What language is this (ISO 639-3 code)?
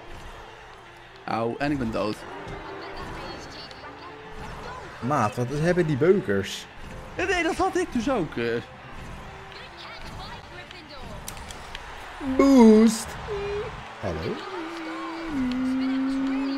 nld